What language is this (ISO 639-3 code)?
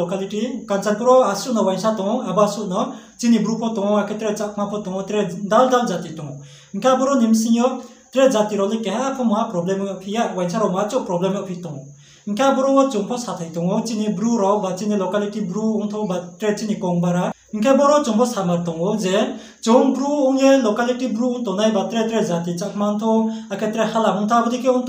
ria